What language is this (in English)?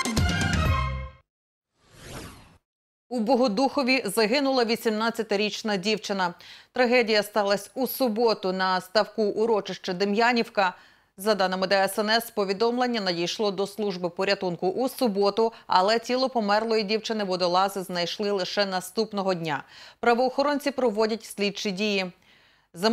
Ukrainian